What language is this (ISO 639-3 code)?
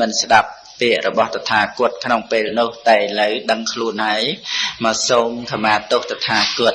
khm